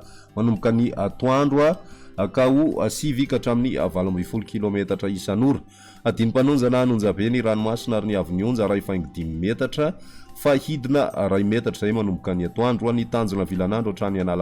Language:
Malagasy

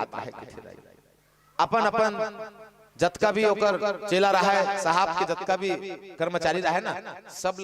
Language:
Chhattisgarhi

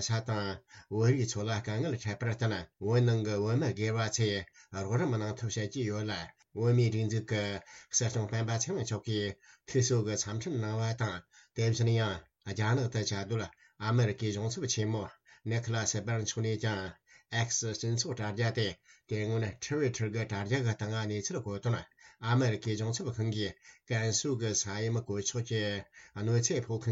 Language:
Tibetan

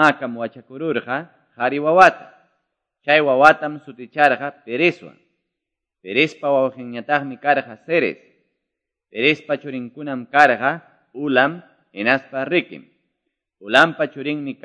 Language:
Quechua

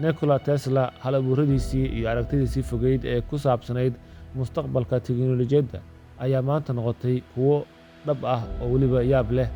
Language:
Somali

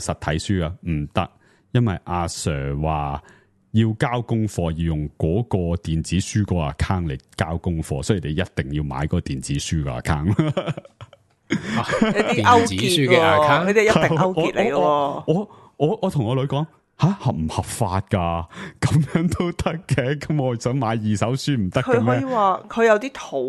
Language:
Cantonese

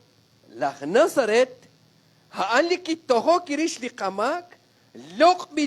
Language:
Kekchí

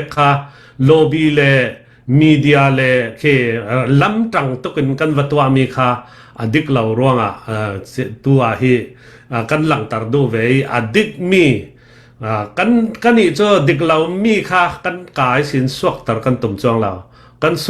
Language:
Falam Chin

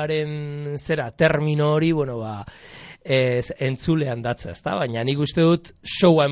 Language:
Basque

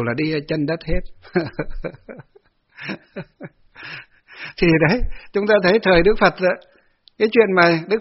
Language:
Vietnamese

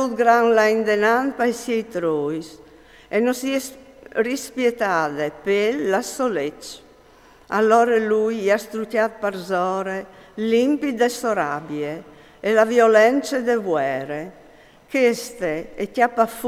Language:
Friulian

